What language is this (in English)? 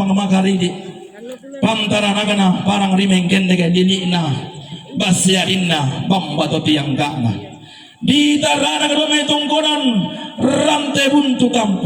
Toraja-Sa'dan